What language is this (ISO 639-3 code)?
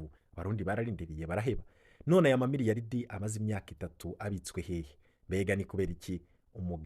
run